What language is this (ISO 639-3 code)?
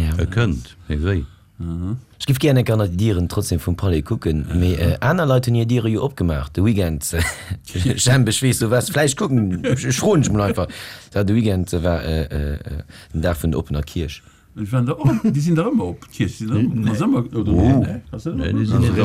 ltz